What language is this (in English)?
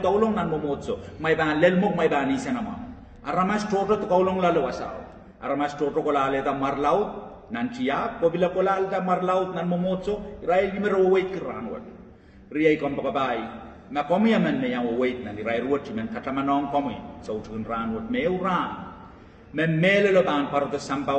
Pohnpeian